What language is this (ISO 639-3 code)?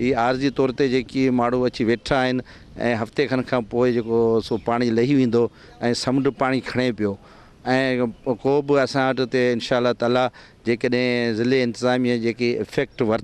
snd